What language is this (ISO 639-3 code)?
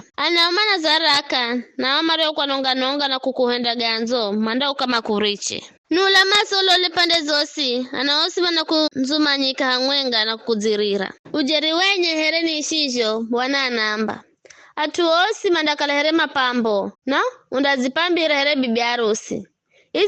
nyf